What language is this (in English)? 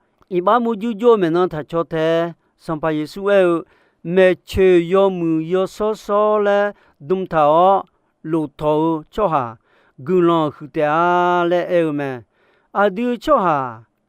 Akha